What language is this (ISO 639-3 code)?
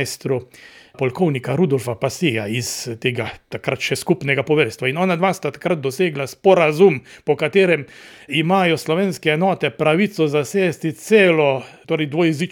slv